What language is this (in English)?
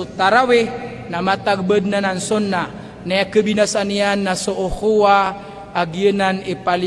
Maranao